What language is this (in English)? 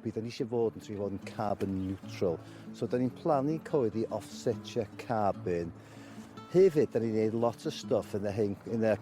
Welsh